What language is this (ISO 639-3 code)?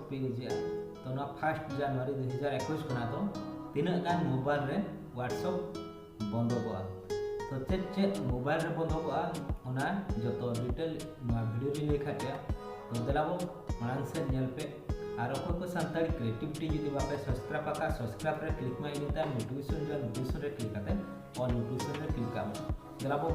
sat